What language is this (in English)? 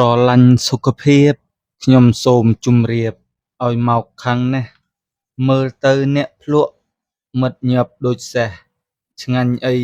Khmer